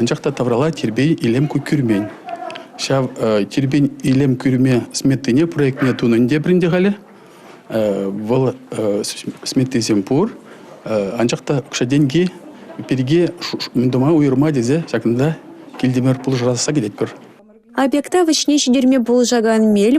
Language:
Chuvash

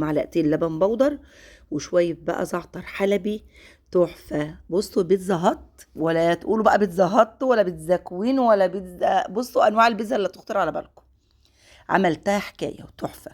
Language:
Egyptian Arabic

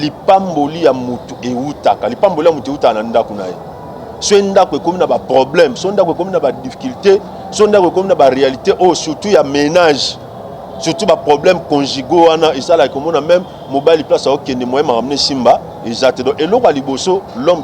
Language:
Lingala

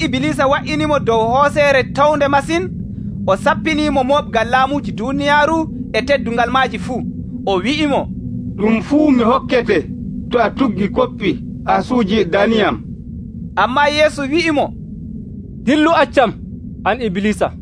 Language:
Nigerian Fulfulde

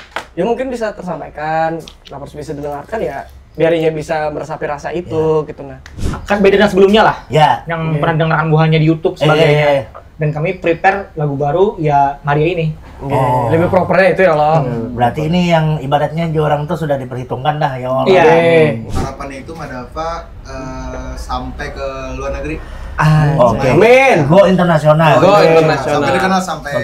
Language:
Banjar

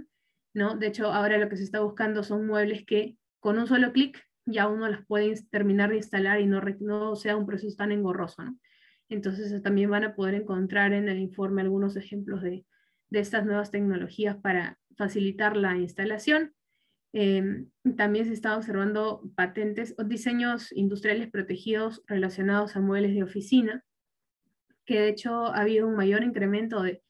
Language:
Spanish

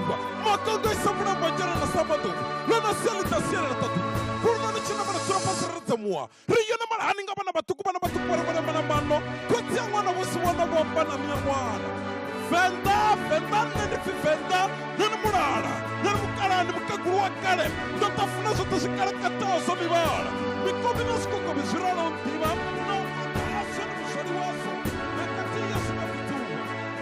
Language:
Venda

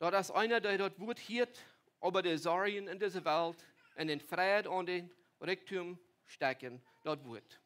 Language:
Plautdietsch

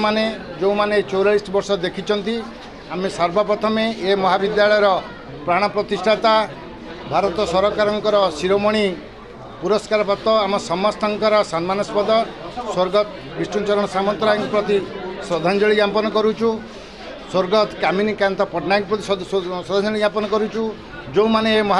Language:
Odia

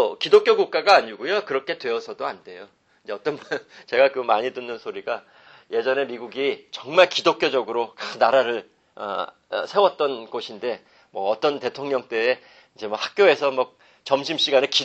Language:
Korean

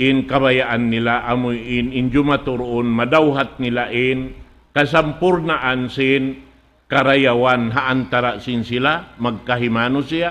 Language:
Tausug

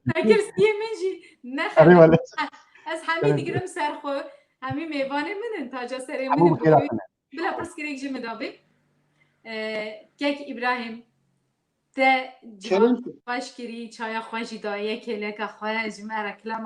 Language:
Kurdish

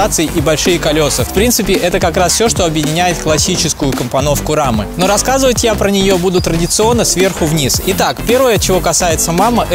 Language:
Russian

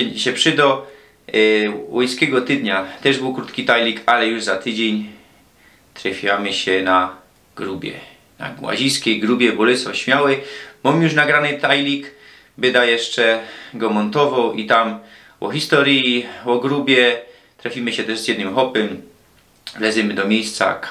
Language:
Silesian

